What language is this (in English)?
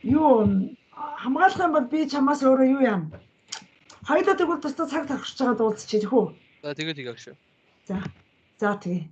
Mongolian